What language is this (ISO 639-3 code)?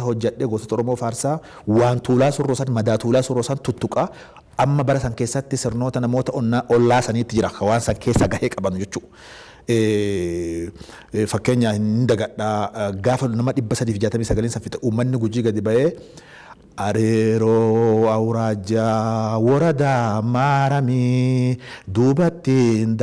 orm